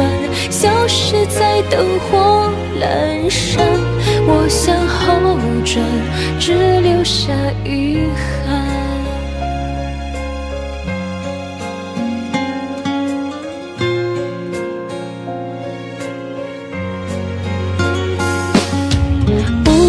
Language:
Chinese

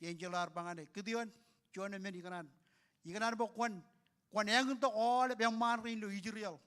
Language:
Marshallese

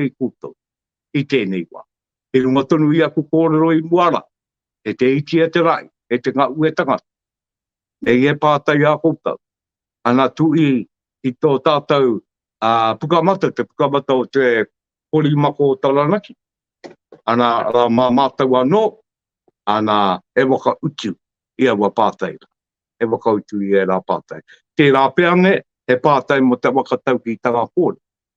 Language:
Māori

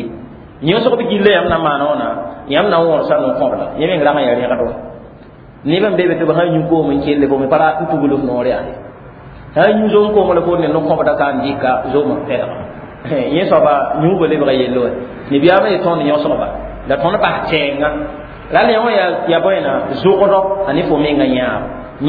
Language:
Mossi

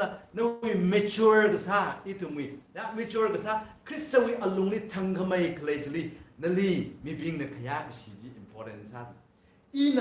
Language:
Tangkhul Naga (India)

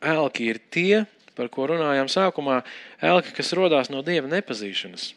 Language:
Latvian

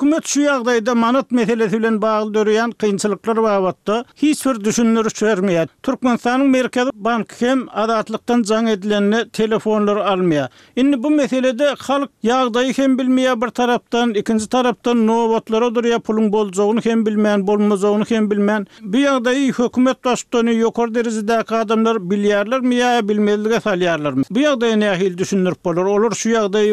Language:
Turkmen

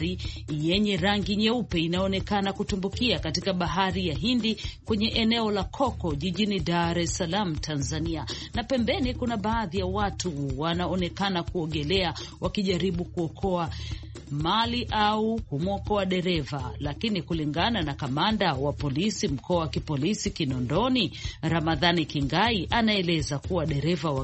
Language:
Swahili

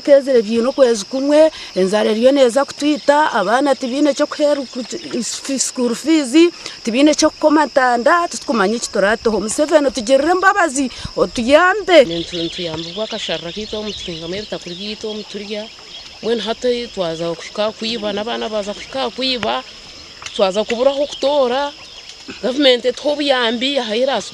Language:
Nyankole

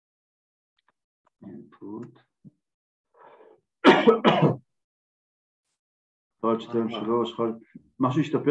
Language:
Hebrew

